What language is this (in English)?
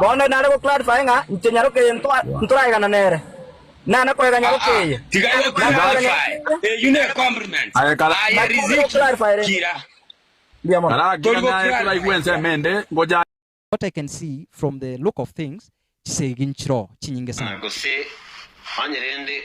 Gusii